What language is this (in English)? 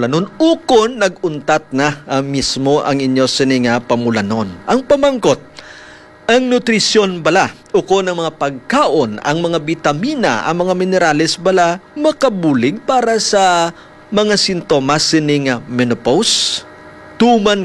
Hiligaynon